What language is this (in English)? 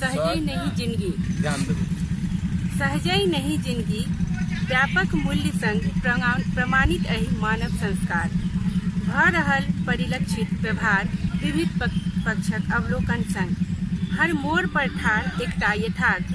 Maithili